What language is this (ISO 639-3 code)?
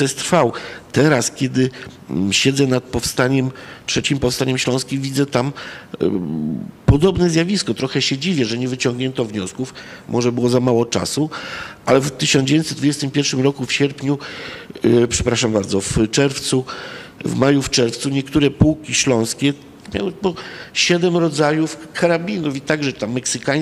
pol